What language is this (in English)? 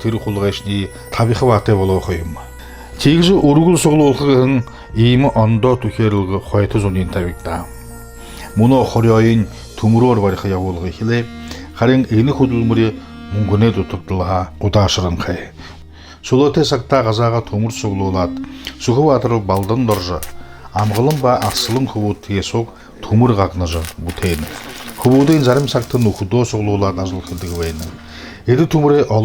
Buriat